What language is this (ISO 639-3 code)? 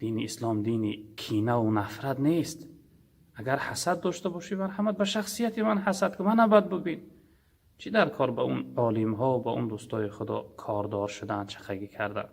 tgk